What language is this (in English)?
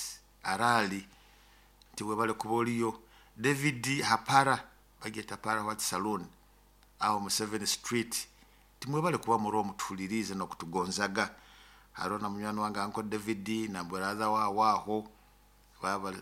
Nyoro